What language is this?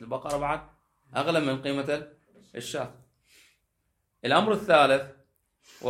Arabic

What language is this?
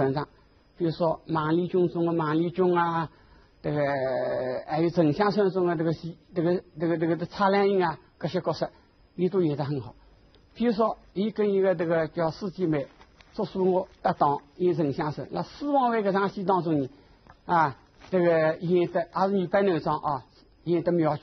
Wu Chinese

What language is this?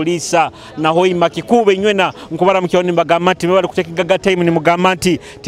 Nyoro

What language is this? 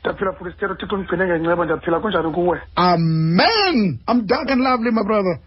Xhosa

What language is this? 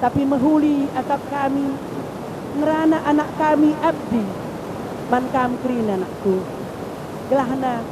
Batak Karo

